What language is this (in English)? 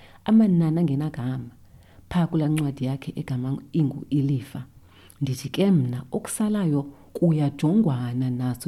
Xhosa